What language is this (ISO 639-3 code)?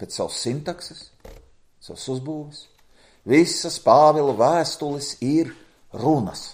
lav